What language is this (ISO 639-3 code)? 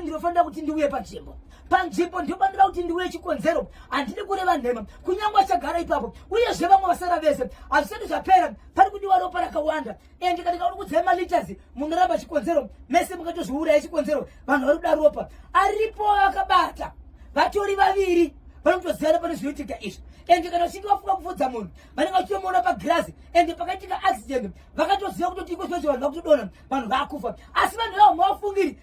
sna